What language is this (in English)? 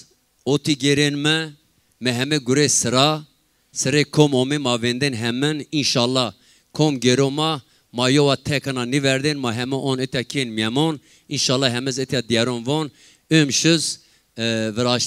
Zaza